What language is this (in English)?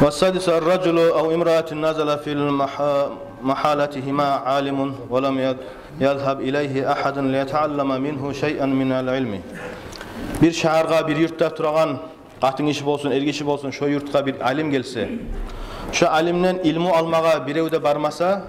Kumyk